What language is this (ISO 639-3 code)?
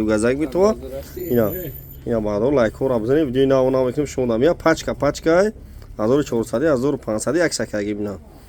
tgk